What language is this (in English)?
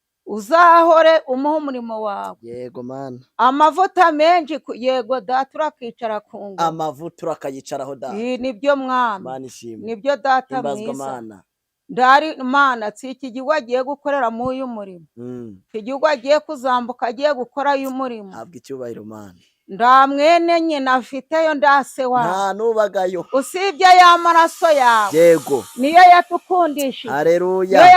Kinyarwanda